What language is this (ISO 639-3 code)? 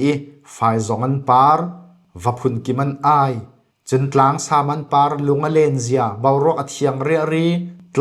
cfm